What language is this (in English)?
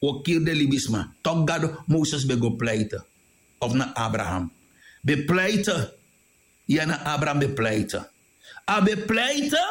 Sranan Tongo